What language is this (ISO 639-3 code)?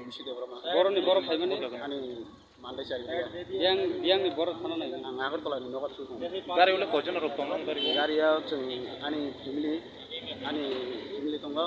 trp